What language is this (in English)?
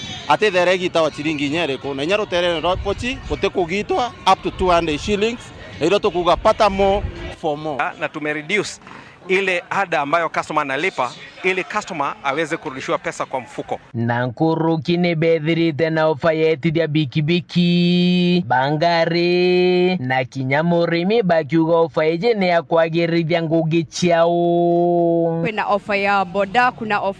Meru